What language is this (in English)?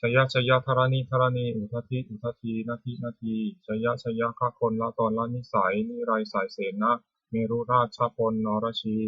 Pali